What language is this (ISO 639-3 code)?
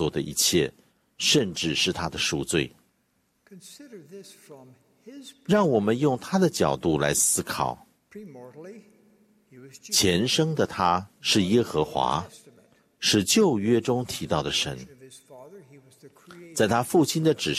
zho